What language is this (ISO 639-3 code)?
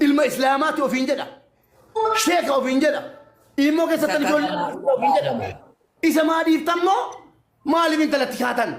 orm